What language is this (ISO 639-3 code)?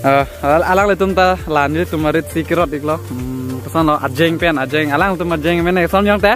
mjw